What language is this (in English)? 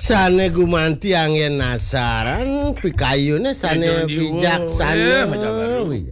Balinese